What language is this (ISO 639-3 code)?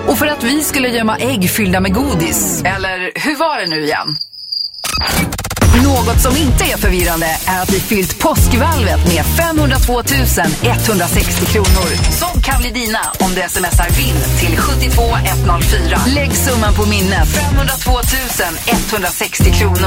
swe